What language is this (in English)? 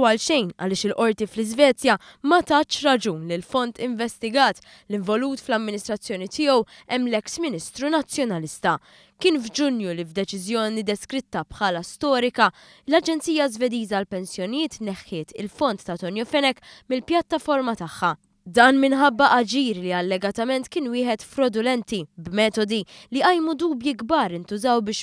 Maltese